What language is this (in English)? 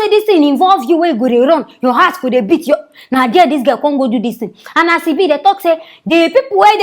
Nigerian Pidgin